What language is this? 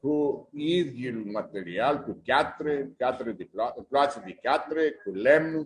Aromanian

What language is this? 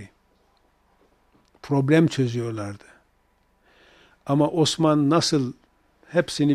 Turkish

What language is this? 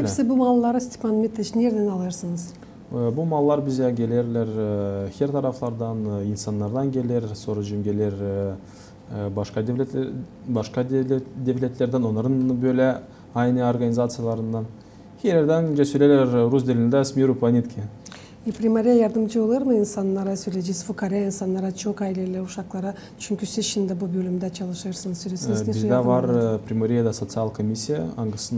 Gagauz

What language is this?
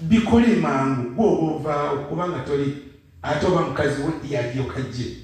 Ganda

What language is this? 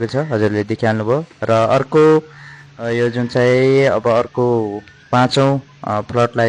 Nepali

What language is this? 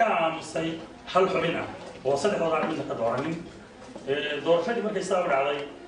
Somali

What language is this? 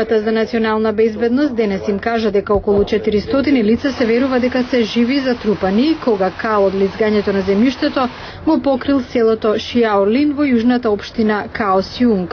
Macedonian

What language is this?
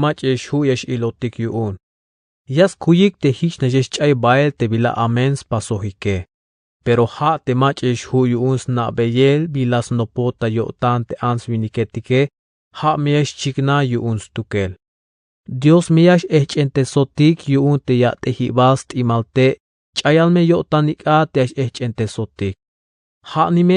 Tzeltal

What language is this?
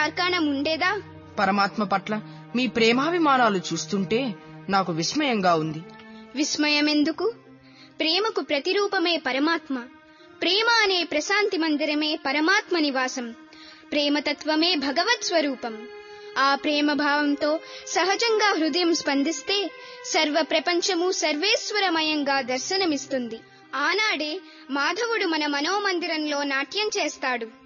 Telugu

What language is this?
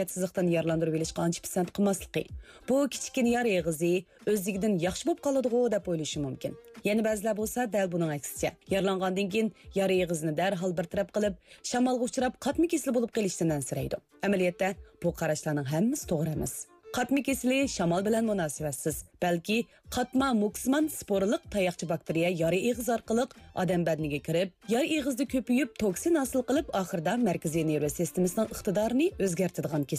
Uyghur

